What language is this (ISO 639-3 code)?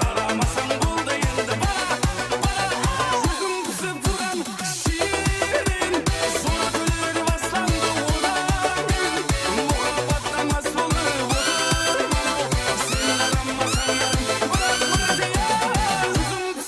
kaa